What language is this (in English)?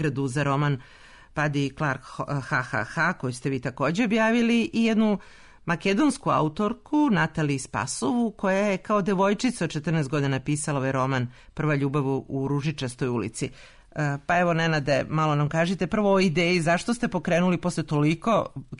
Serbian